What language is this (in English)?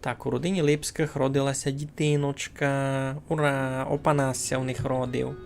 Rusyn